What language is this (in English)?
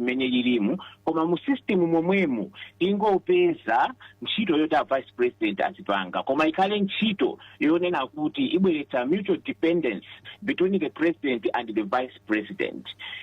Nyanja